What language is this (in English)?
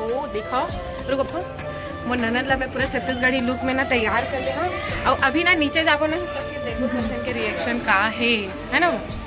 Chhattisgarhi